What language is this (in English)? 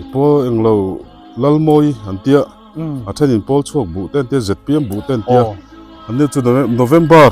Biete